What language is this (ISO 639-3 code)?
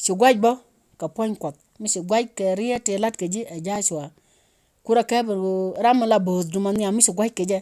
nus